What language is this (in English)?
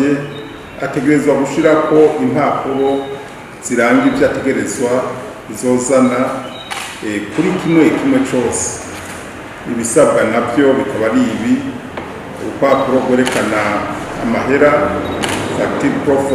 Rundi